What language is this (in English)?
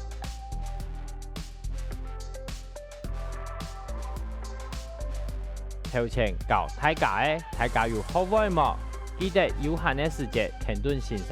Hakka Chinese